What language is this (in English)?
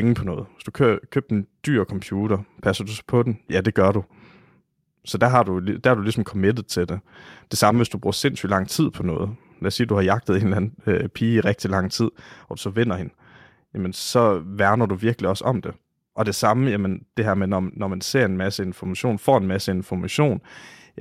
Danish